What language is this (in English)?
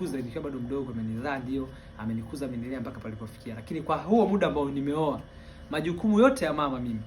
Swahili